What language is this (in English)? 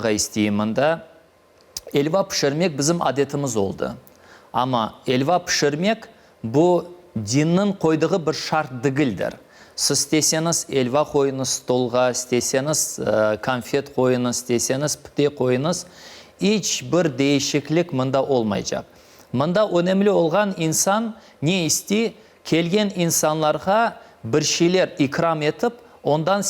Crimean Tatar